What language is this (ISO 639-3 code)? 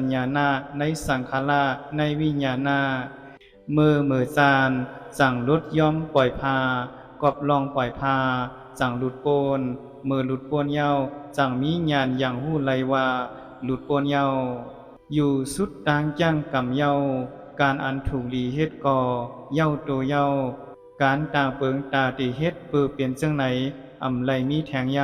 shn